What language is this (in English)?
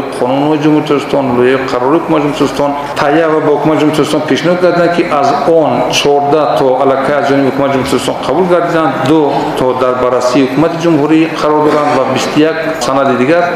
Tajik